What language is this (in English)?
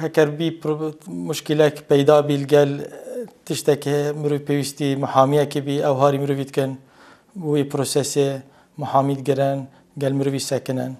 Kurdish